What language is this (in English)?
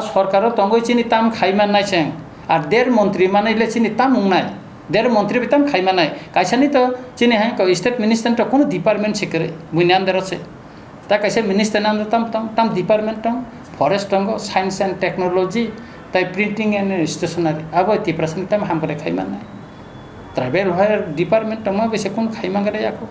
Kok Borok